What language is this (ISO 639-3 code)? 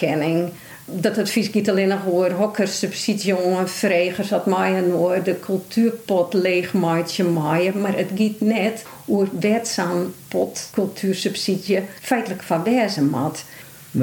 fry